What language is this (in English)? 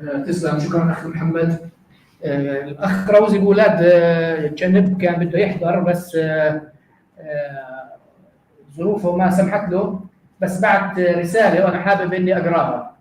North Levantine Arabic